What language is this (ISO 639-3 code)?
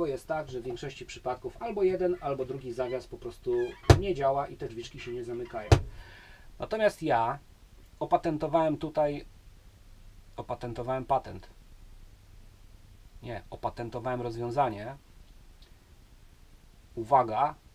pol